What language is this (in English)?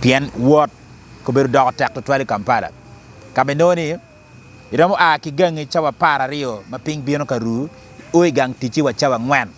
Acoli